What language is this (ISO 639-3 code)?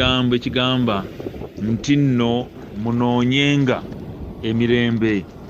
lug